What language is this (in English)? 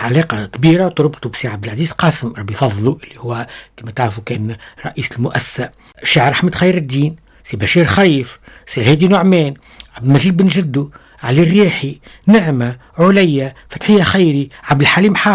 Tunisian Arabic